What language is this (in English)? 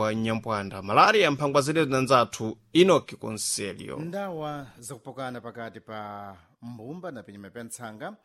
Sena